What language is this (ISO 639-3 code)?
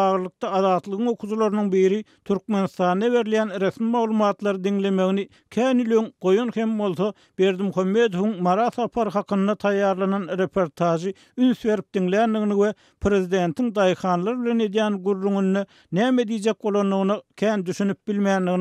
tuk